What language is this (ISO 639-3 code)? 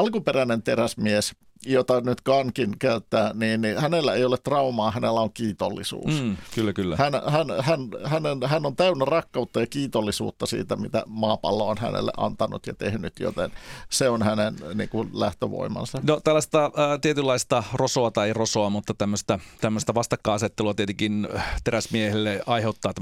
fin